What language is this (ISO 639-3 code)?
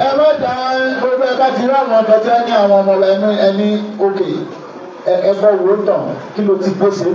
yor